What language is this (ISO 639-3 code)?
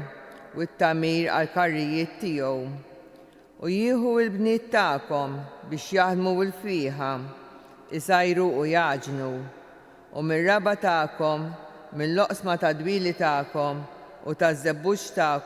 mlt